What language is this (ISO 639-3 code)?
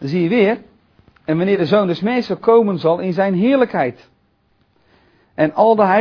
nld